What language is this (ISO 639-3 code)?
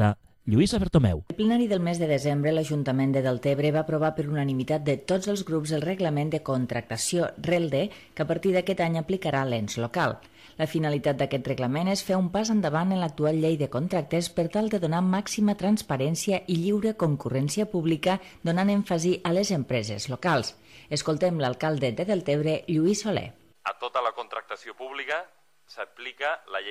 cat